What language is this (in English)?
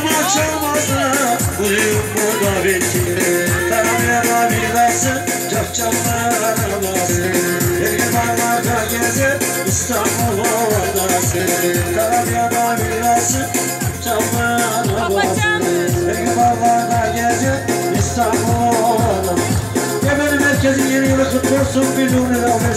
Turkish